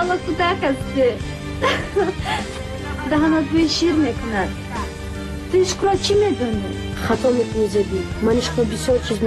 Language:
Tajik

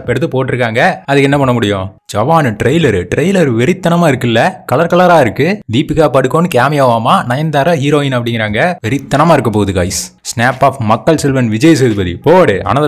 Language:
Tamil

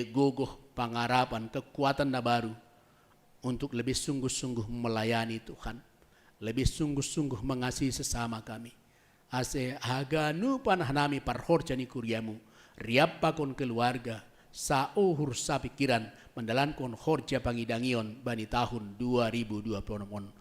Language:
Batak Simalungun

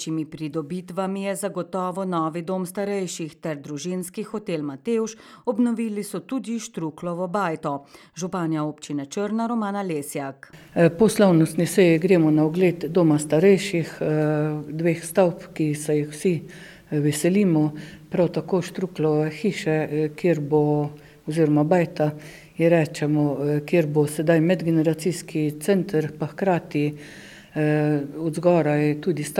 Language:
Slovenian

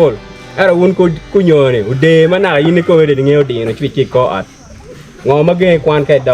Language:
Acoli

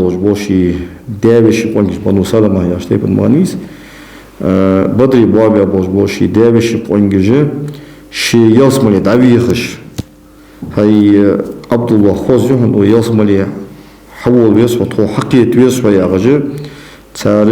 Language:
Ingush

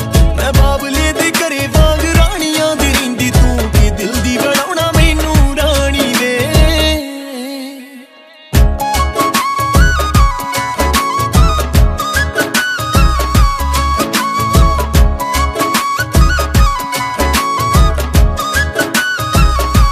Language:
Punjabi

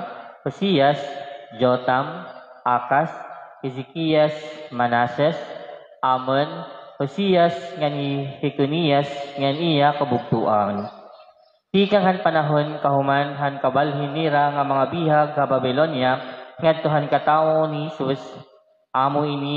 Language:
Waray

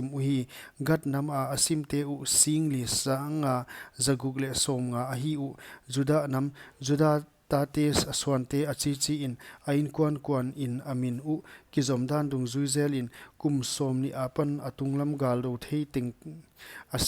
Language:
Paite Chin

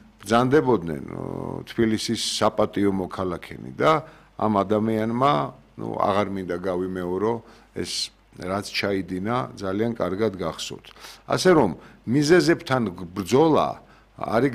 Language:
Georgian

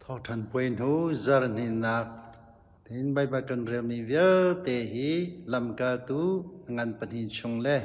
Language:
Hakha Chin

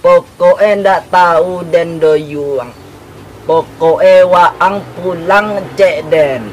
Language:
Minangkabau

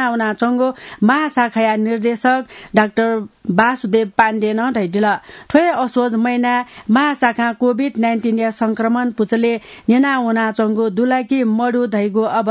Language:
Newari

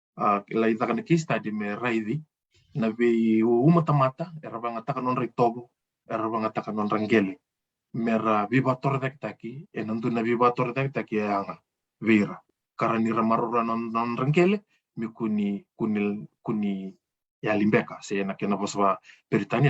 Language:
Fijian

